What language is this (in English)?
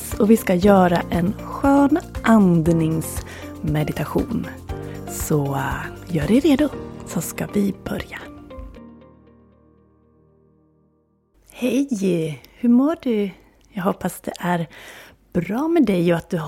Swedish